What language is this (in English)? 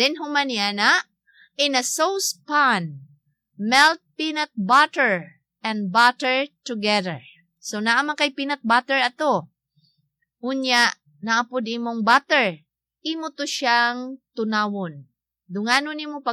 Cebuano